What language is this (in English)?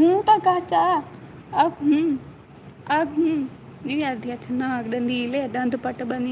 Saraiki